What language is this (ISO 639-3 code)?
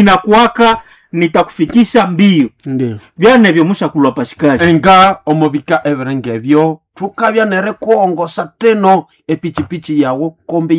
nnb